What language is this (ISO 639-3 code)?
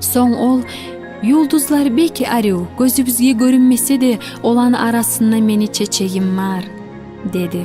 kum